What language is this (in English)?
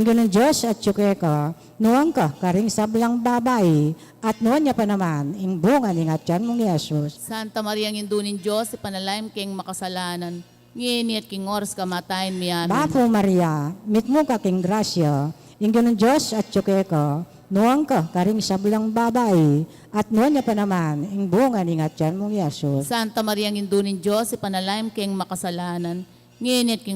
Pampanga